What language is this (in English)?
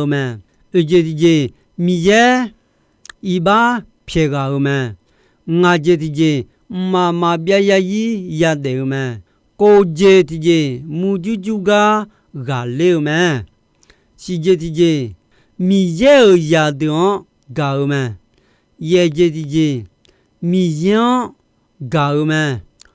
Akha